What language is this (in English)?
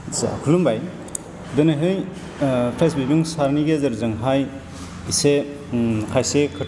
Bodo